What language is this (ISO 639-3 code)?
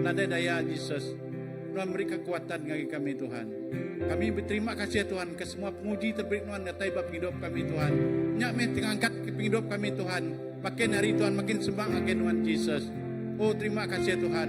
iba